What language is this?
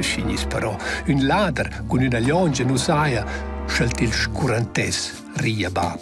Romansh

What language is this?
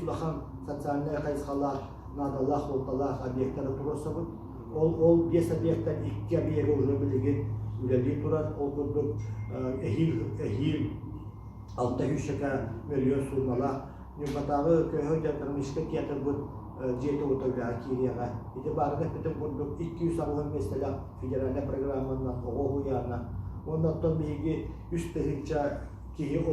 Yakut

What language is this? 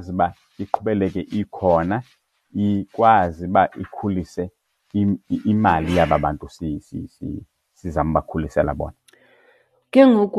Xhosa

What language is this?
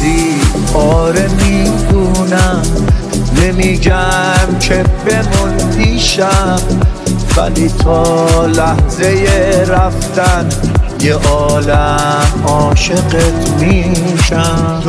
Persian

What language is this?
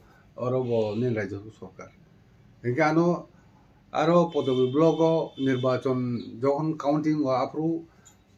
Kok Borok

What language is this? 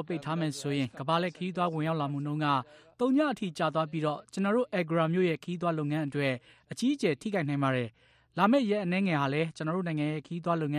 Burmese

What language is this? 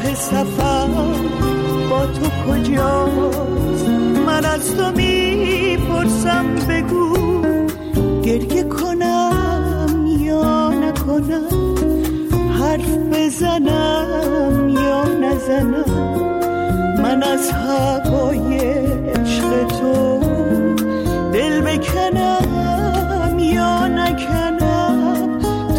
Persian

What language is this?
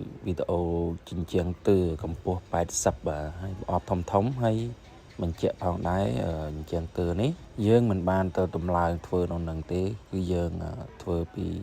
Khmer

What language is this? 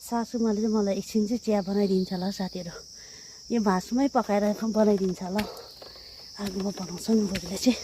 Nepali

